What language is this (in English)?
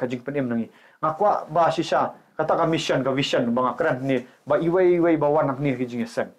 Khasi